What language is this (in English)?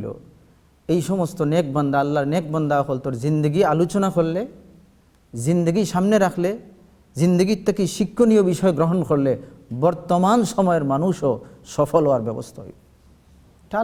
Sylheti